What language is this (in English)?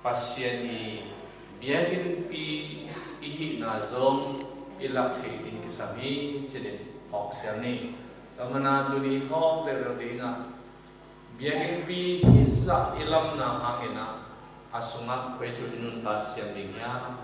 Tedim Chin